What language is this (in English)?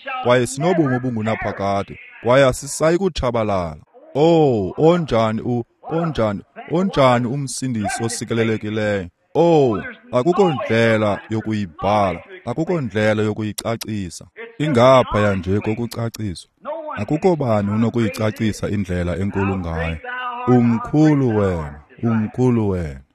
Xhosa